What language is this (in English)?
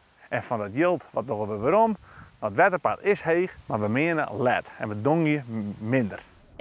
Western Frisian